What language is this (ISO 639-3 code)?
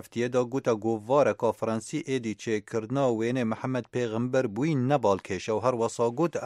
kur